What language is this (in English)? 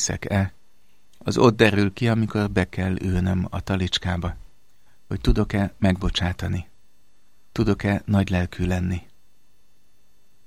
Hungarian